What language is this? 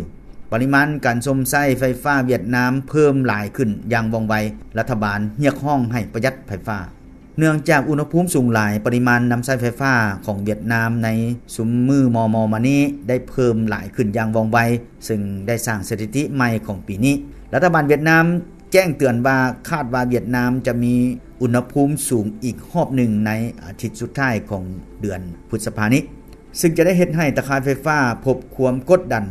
Lao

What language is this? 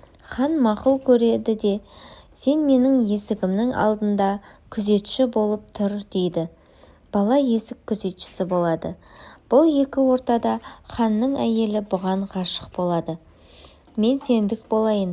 Kazakh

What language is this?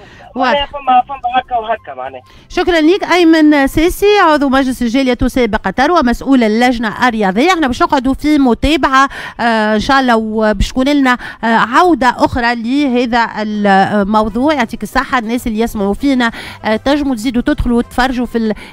Tunisian Arabic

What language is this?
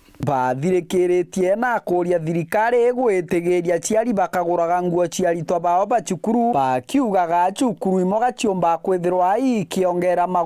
Meru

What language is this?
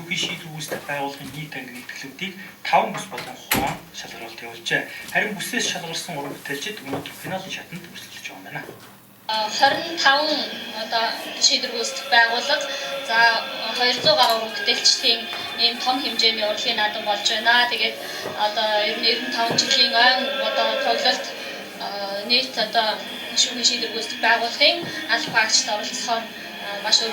Mongolian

